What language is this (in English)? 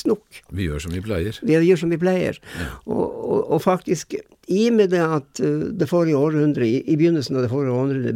Norwegian